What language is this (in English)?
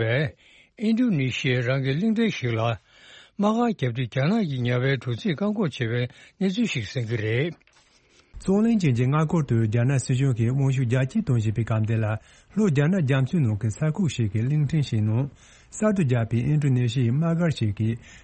Tibetan